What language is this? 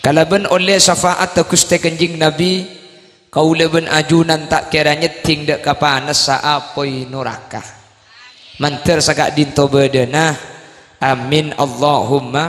Madurese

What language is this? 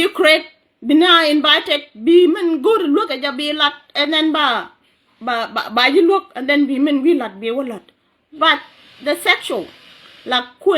Nuer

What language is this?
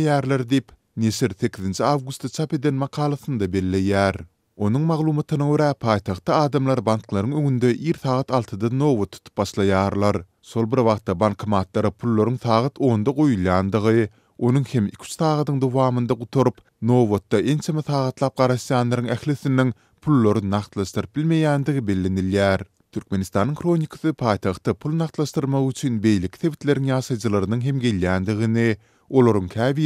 Turkmen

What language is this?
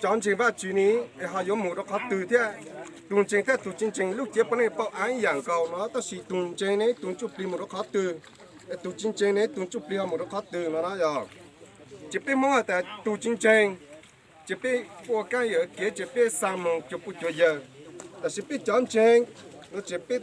Hmong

